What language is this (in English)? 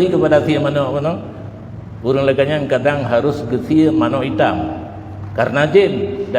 Achinese